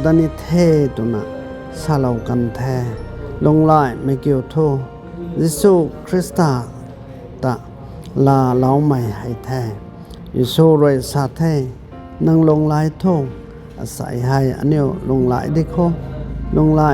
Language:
Rongmei Naga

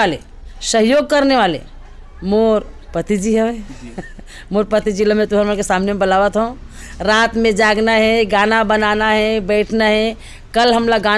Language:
Chhattisgarhi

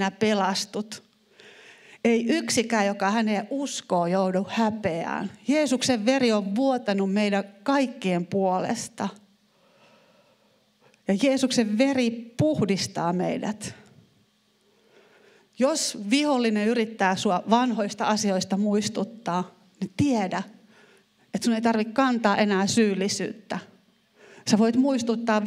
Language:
Finnish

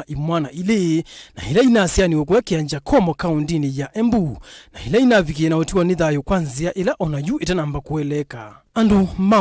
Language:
Kamba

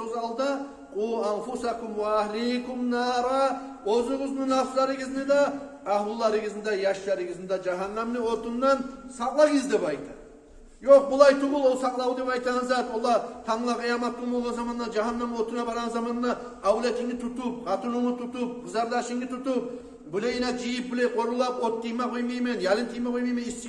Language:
Kumyk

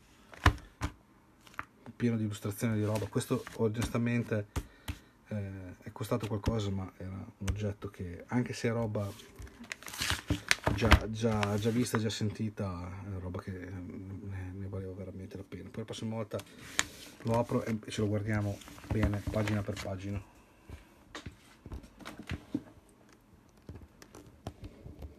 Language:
Italian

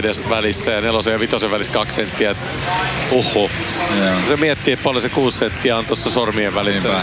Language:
Finnish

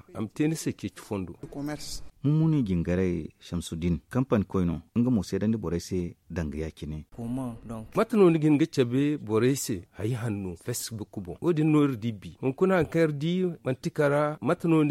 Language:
Zarma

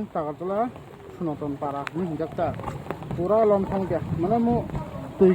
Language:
Kok Borok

